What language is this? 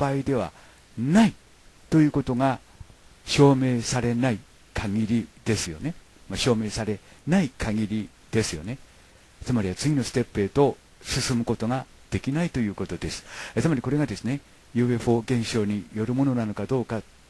Japanese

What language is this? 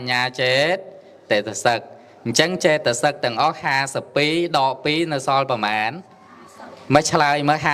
Khmer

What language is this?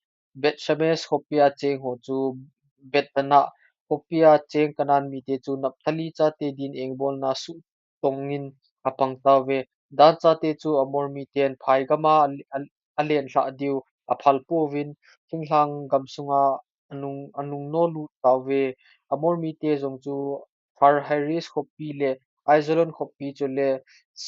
Thado Chin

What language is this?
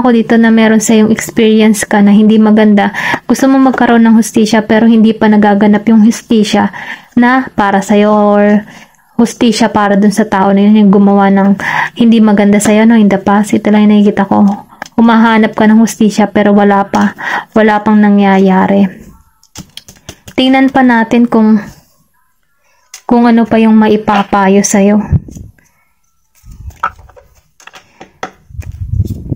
Filipino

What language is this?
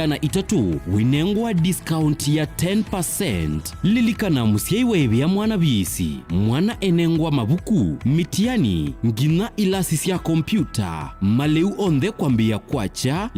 Kamba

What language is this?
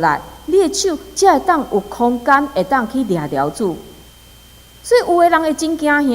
Min Nan Chinese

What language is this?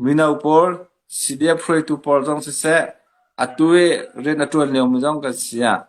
Hakha Chin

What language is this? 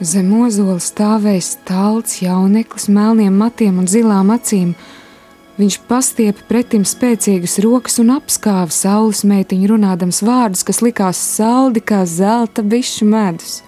Latvian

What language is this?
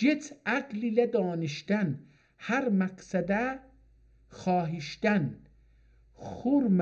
South Azerbaijani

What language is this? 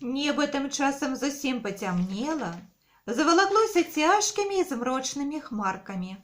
Belarusian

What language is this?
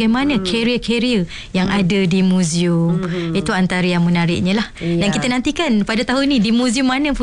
Malay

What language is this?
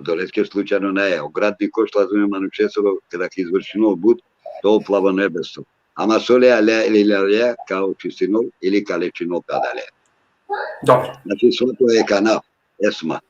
Balkan Romani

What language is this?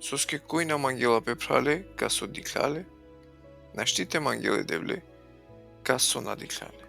Balkan Romani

